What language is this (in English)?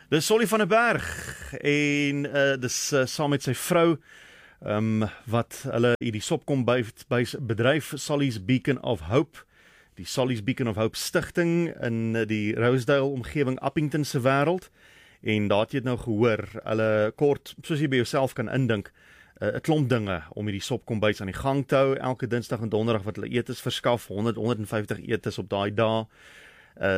Afrikaans